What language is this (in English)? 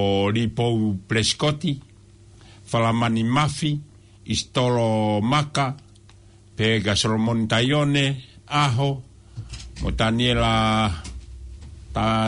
Tongan